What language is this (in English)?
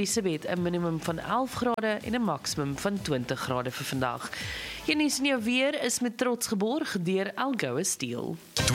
Afrikaans